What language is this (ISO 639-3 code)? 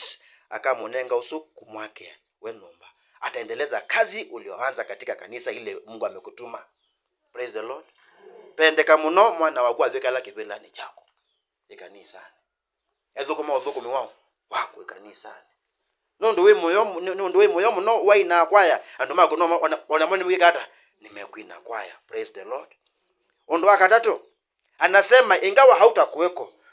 kam